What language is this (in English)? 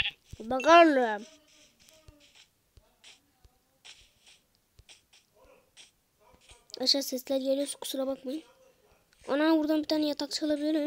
Turkish